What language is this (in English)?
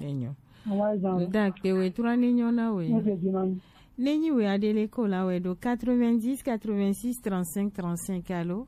Gen